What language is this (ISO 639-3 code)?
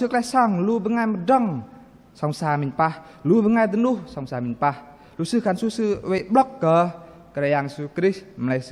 bdq